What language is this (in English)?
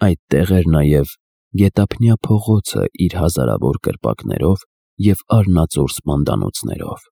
Armenian